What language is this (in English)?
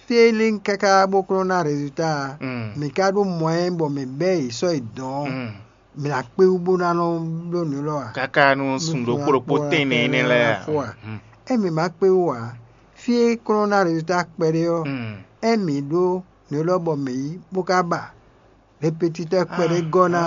Fon